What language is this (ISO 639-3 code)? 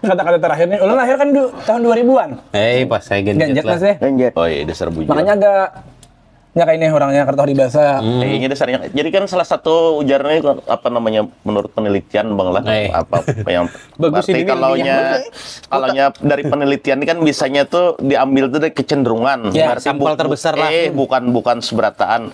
bjn